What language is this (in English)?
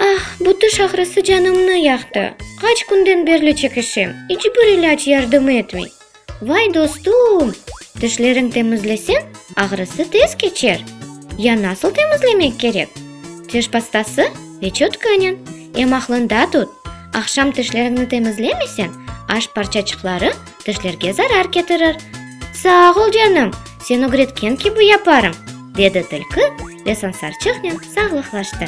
Crimean Tatar